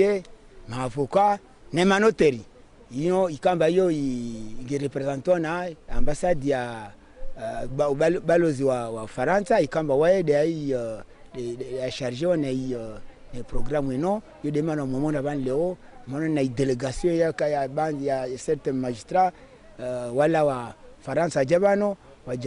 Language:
Ngazidja Comorian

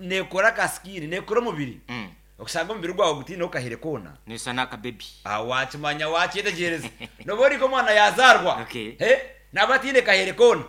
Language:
Nyankole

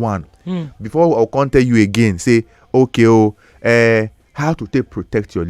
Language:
Nigerian Pidgin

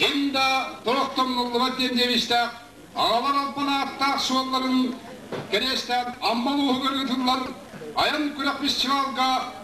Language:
Yakut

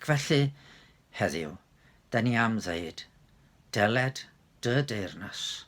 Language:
Welsh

